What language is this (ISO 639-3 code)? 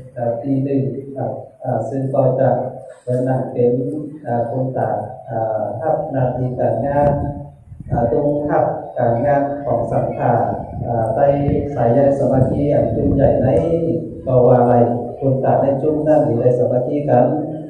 shn